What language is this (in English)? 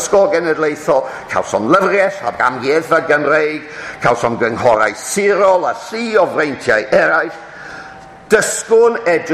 Welsh